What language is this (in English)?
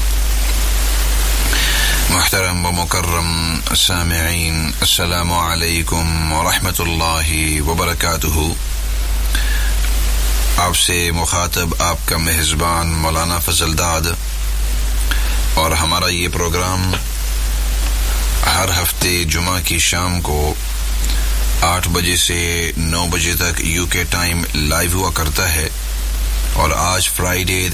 Urdu